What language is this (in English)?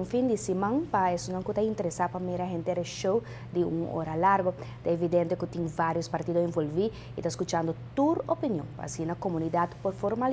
Papiamento